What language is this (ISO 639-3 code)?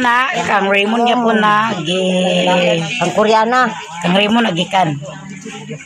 ceb